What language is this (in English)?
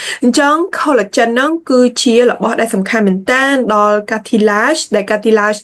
Khmer